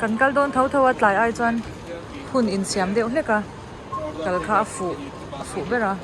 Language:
Mizo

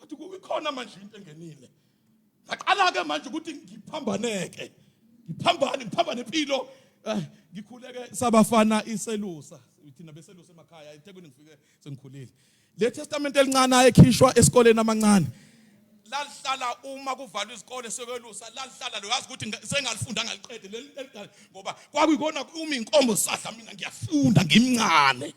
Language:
Zulu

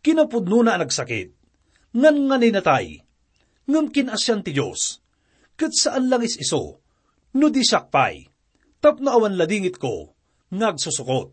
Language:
Iloko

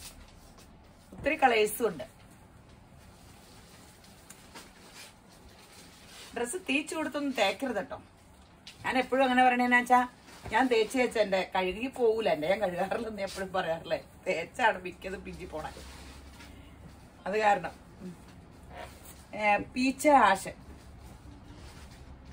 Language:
Malayalam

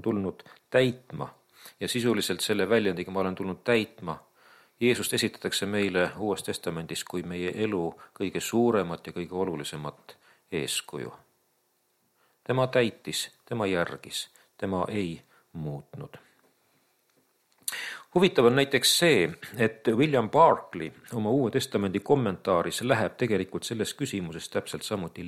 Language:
Estonian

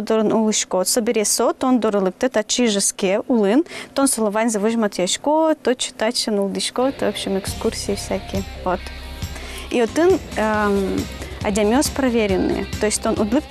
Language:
Udmurt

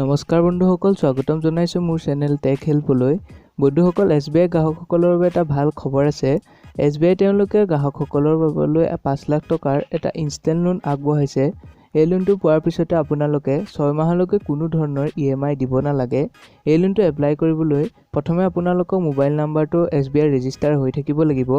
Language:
Assamese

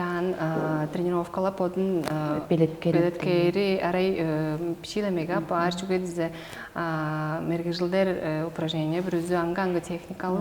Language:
Tuvinian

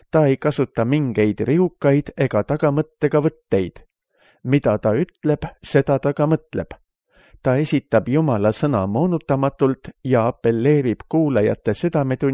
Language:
Estonian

